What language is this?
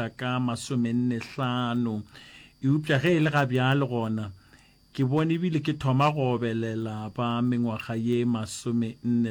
Northern Sotho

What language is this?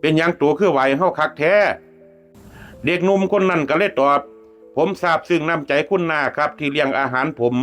Northeastern Thai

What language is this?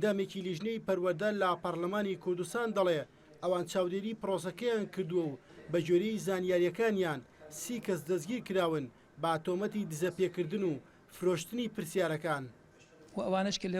Central Kurdish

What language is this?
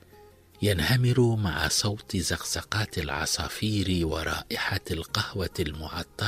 Tunisian Arabic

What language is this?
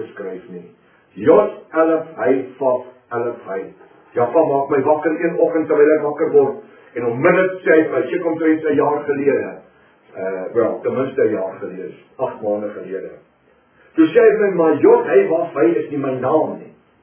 Afrikaans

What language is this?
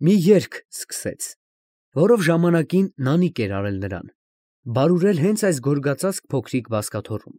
Armenian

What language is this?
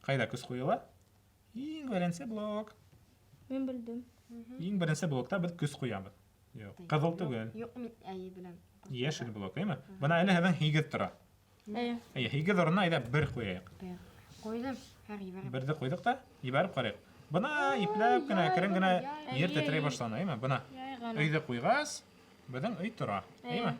Bashkir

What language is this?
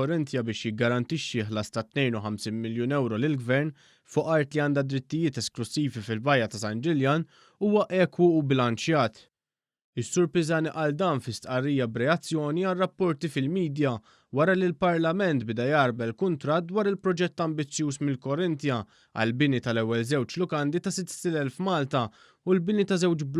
Maltese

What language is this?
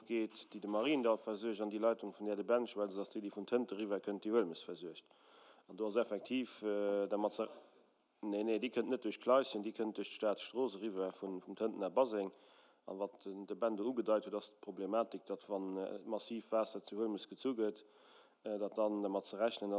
Luxembourgish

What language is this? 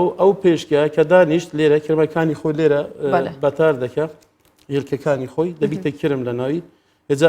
Central Kurdish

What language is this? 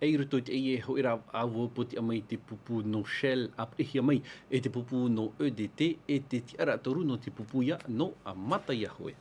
Tahitian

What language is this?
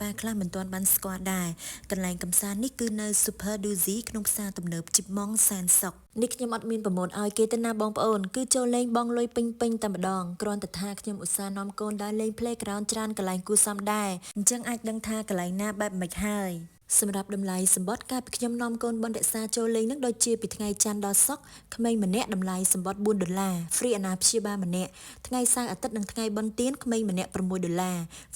Khmer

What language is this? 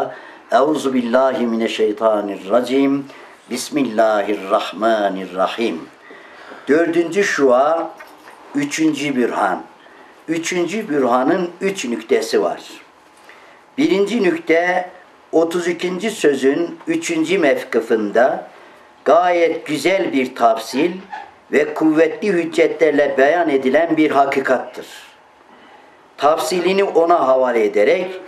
Turkish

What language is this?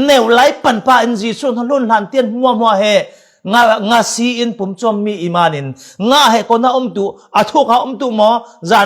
Falam Chin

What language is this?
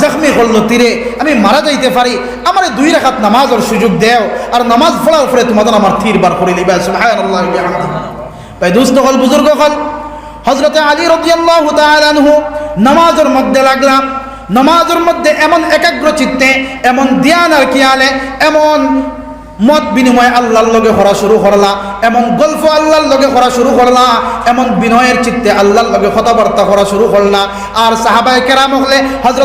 Sylheti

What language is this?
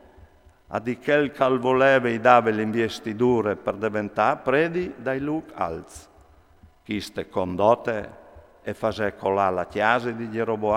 Friulian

